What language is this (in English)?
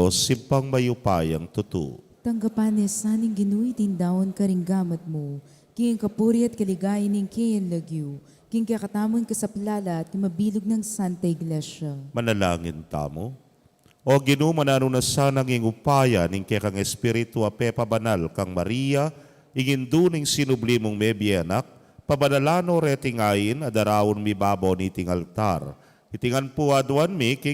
Pampanga